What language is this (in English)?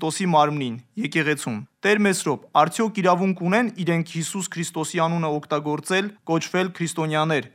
Armenian